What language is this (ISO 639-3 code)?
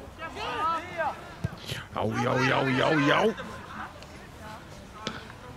isl